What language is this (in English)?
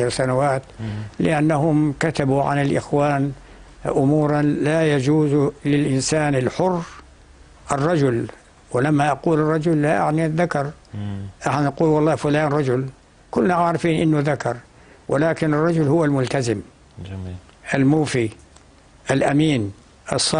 North Levantine Arabic